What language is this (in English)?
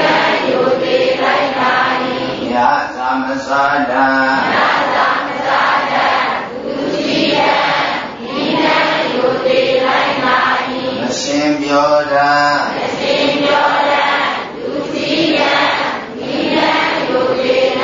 Burmese